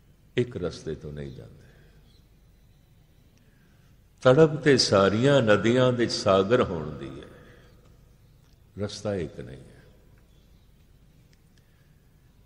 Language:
Punjabi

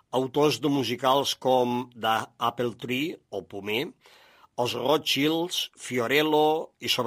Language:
Catalan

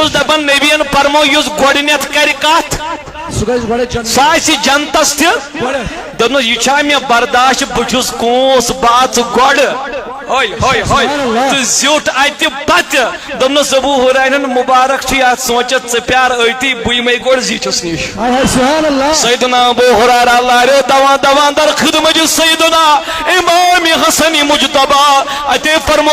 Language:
Kashmiri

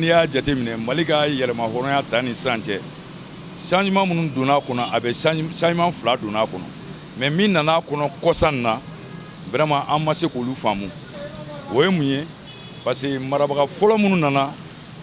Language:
Bambara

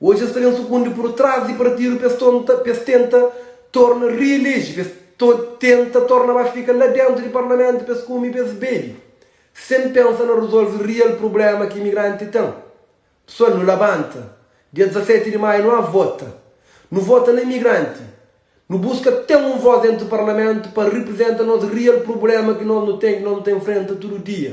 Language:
Kabuverdianu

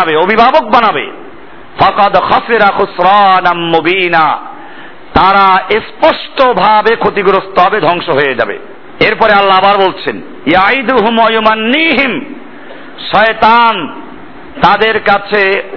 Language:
Bangla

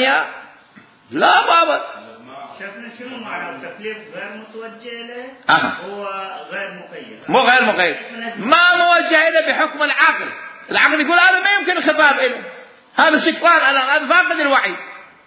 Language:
Mesopotamian Arabic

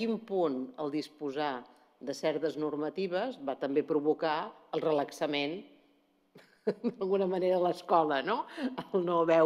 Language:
Catalan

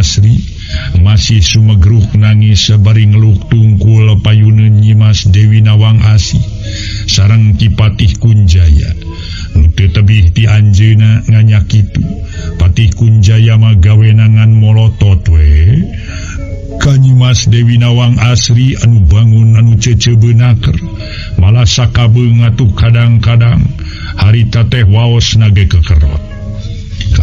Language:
Sundanese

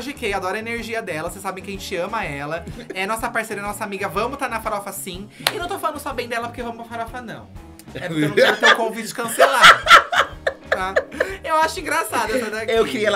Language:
Portuguese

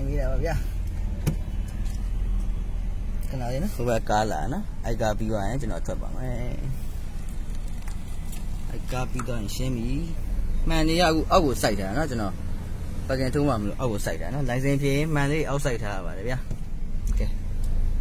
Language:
Burmese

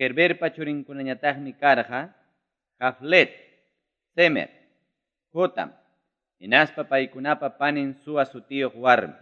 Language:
Ayacucho Quechua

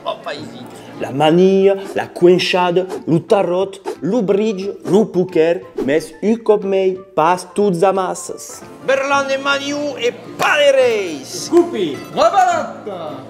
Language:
Occitan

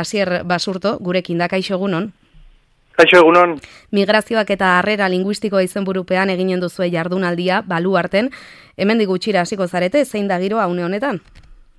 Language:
Basque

